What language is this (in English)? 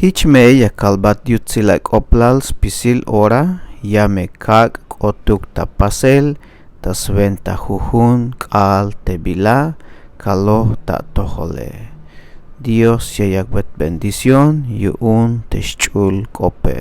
Tzeltal